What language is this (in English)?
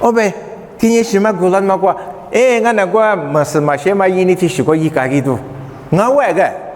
Lisu